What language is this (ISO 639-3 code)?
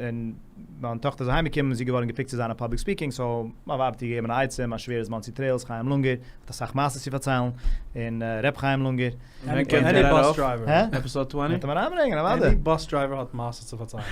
yid